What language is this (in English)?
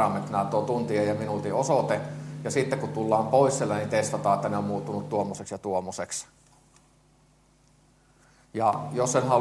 Finnish